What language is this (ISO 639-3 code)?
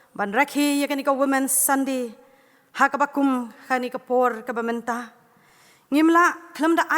kha